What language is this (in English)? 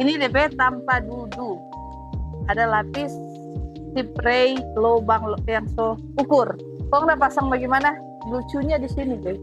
Manado Malay